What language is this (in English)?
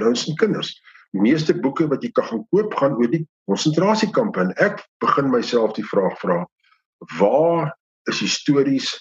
Afrikaans